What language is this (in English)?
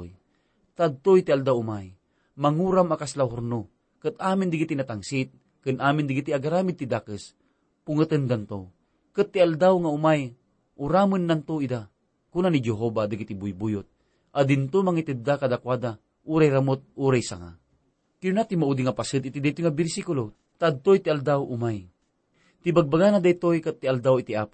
Iloko